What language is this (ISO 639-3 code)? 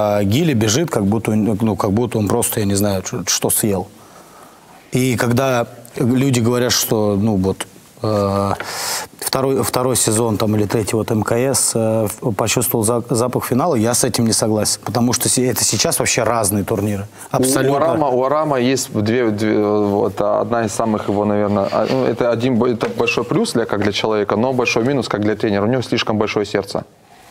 rus